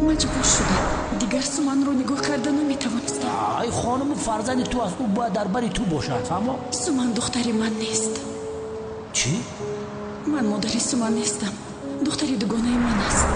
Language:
Tajik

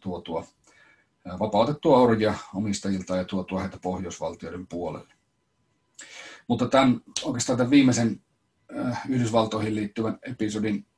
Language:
Finnish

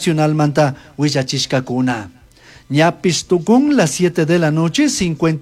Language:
Chimborazo Highland Quichua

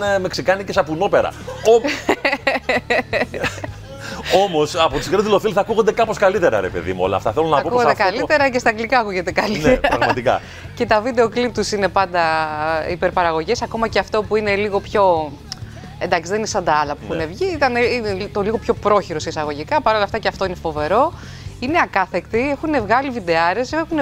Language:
Greek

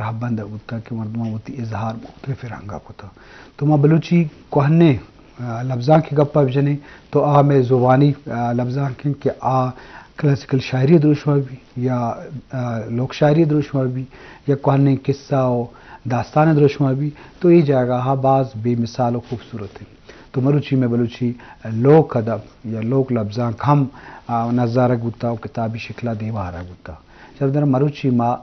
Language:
Eastern Balochi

